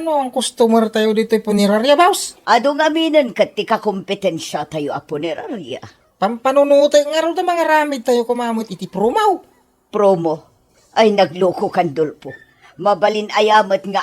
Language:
Iloko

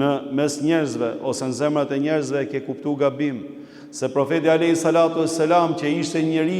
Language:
Albanian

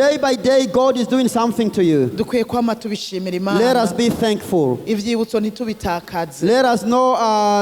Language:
Rundi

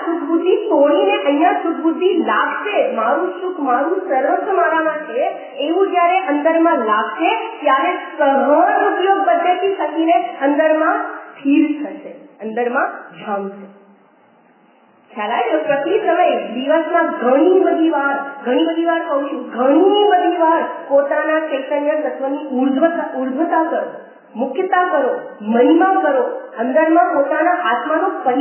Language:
Gujarati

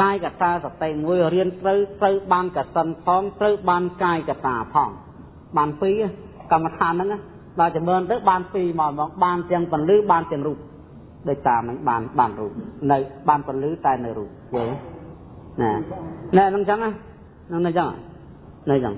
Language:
Khmer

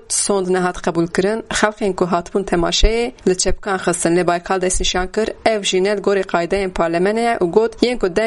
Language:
Kurdish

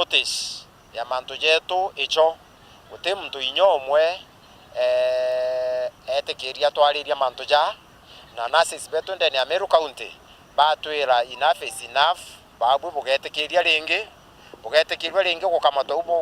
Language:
Meru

